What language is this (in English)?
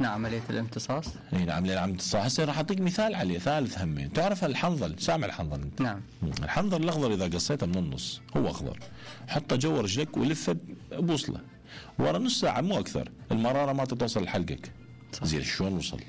Mesopotamian Arabic